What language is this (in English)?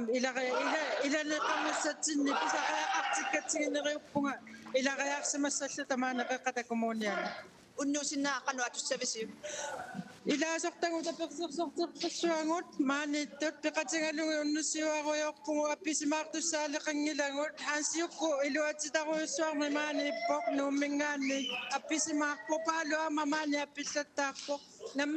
Kalaallisut